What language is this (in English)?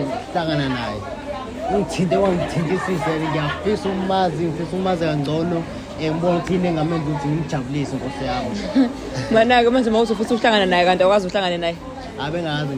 Zulu